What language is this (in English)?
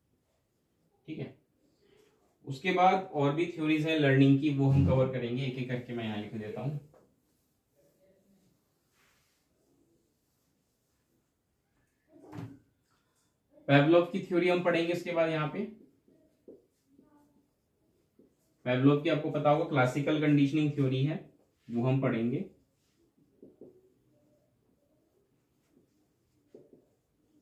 Hindi